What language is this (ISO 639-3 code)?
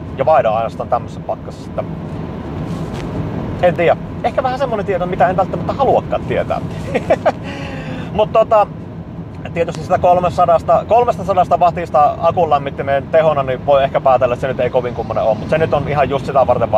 fin